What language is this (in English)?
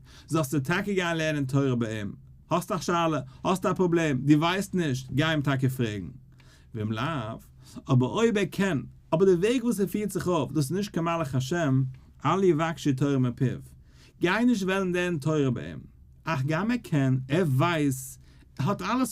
Yiddish